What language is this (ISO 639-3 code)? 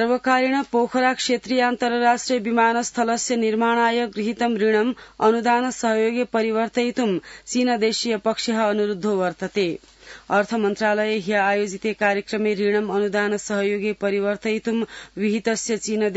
san